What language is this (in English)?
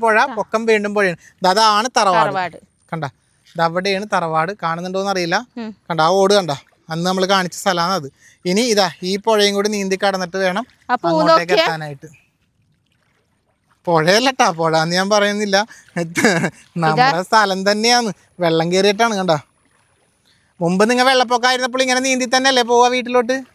Malayalam